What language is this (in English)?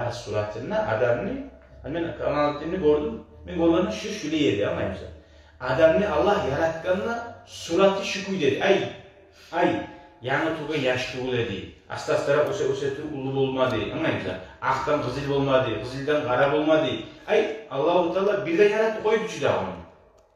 Kumyk